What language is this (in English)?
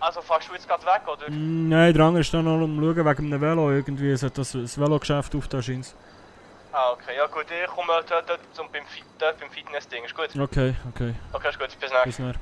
Swiss German